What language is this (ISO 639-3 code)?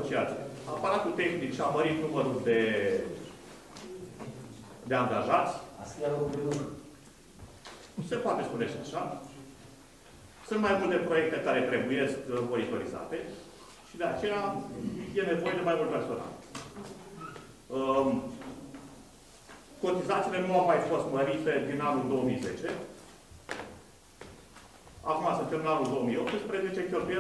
ron